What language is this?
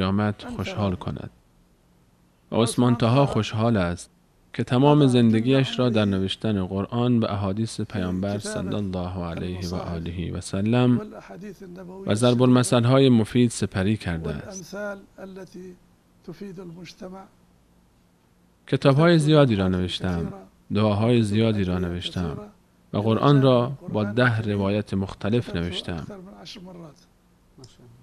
Persian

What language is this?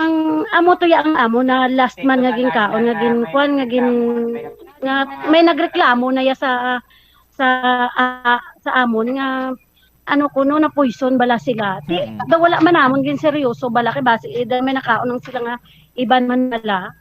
Hiligaynon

